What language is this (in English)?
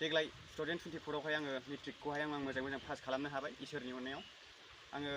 Bodo